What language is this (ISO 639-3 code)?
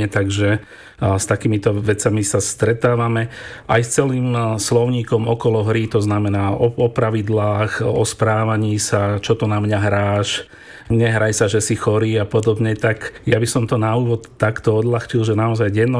slk